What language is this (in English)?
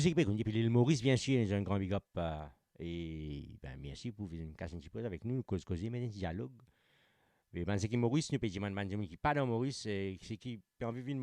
Morisyen